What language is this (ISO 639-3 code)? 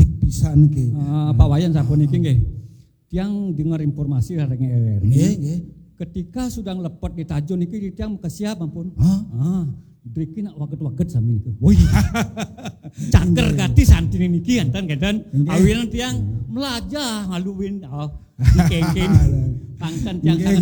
ban